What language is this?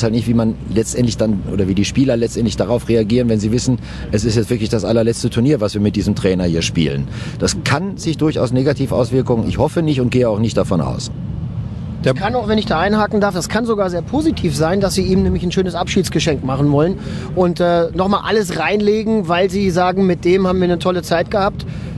German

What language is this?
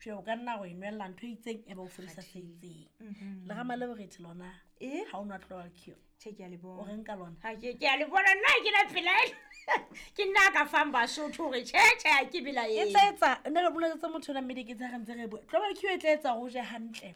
Southern Sotho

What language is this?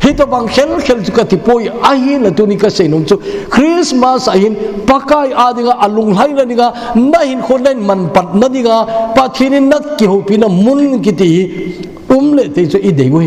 Thado Chin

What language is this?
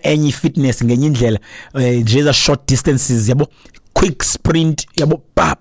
Xhosa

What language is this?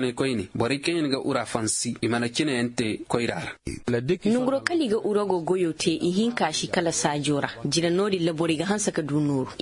Zarma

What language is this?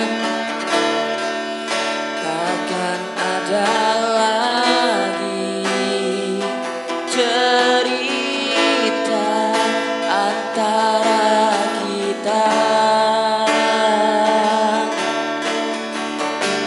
Indonesian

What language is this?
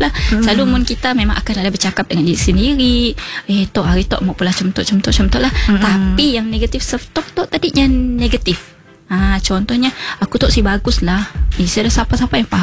Malay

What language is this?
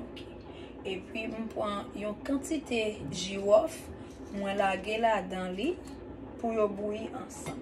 Haitian Creole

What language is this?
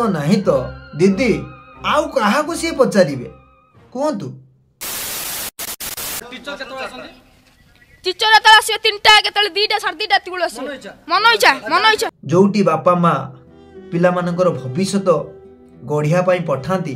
Odia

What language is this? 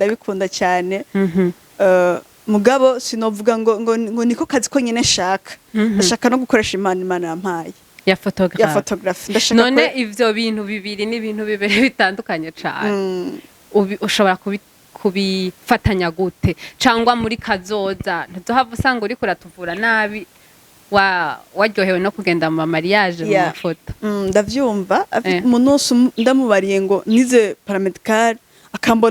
Rundi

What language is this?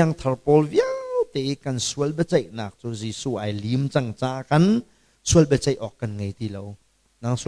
Hakha Chin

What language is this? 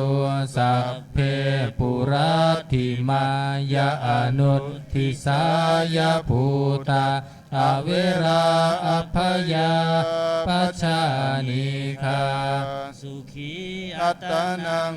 Pali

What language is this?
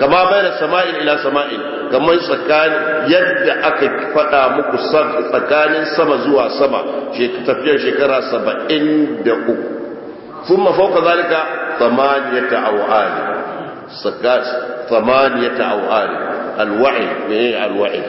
Hausa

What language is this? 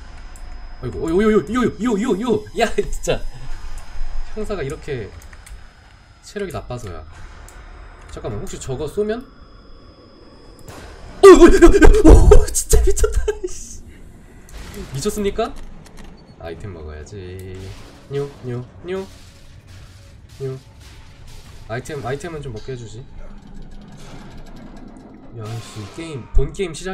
Korean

